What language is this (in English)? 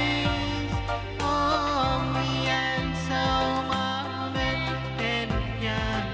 Pohnpeian